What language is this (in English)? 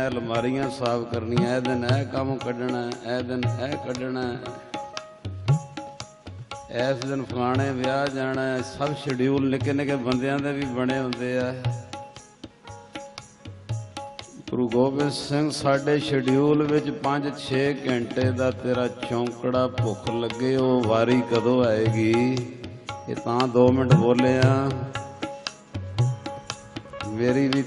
Punjabi